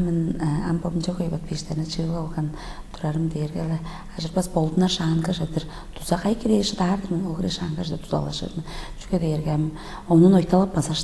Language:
Tuvinian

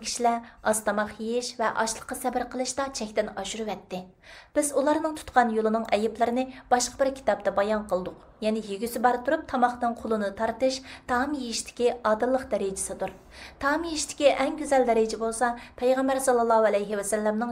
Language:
Uyghur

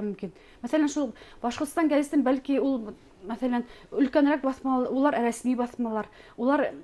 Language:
Bashkir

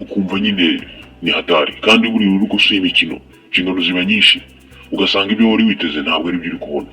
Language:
Kinyarwanda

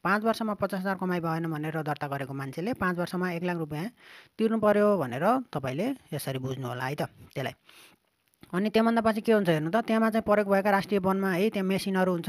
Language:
Nepali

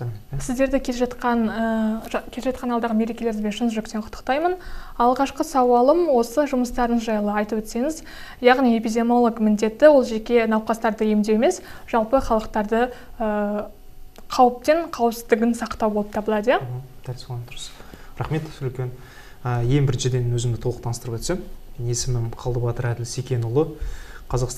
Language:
Kazakh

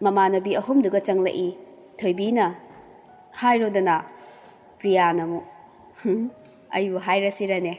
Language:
Manipuri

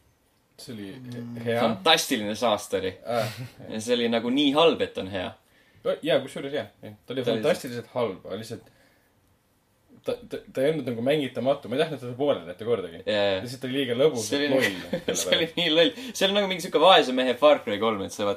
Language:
Estonian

